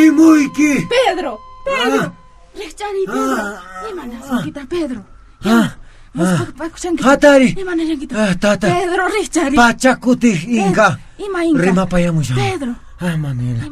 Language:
Quechua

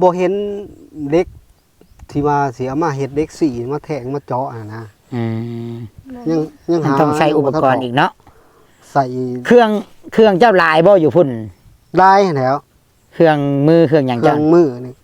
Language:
Northeastern Thai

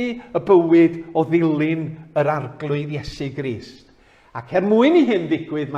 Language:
Welsh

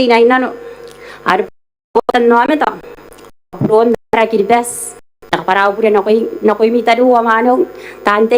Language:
Gilbertese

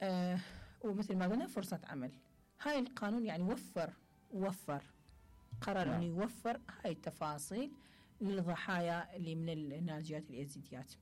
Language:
Mesopotamian Arabic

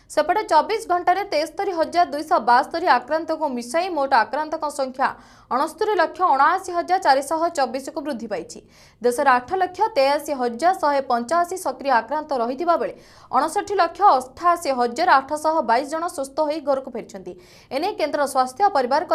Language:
Odia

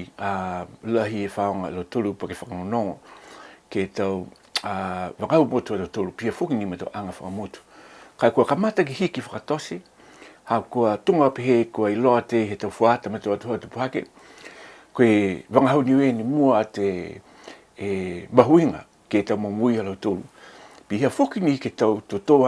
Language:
Niuean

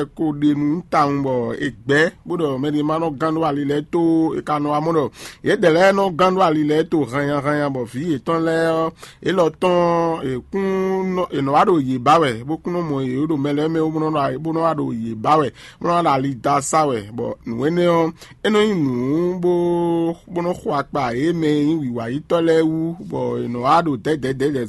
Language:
Fon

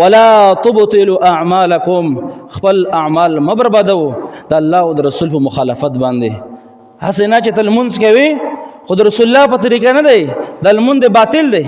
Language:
Pashto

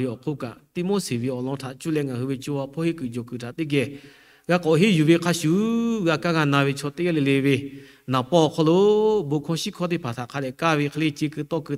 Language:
Lahu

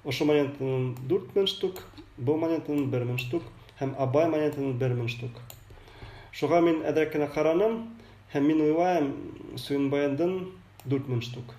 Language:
Bashkir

